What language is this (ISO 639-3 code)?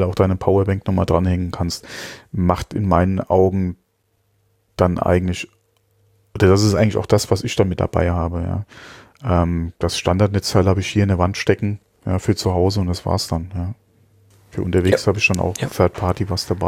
deu